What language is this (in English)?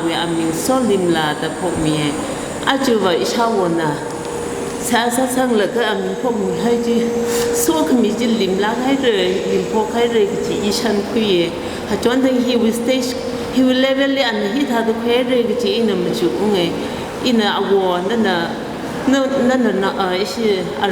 Tangkhul Naga (India)